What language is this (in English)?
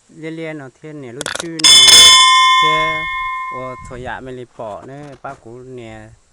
Hmong